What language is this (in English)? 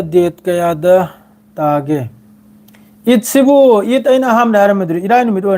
Manipuri